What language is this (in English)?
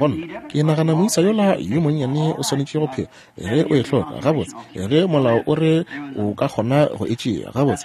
Northern Sotho